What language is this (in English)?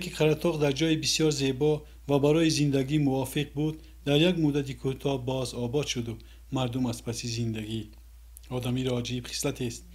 Tajik